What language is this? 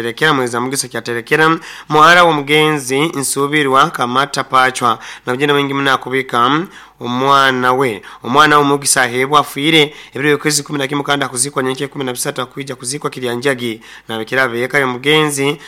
Nyankole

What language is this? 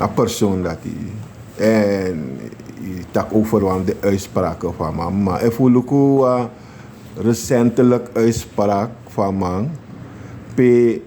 Sranan Tongo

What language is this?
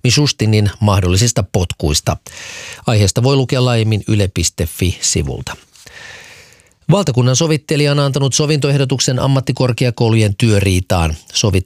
Finnish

